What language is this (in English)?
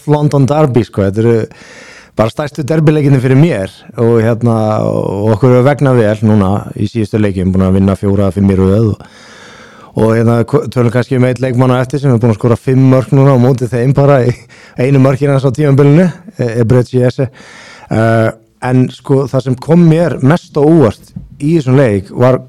Icelandic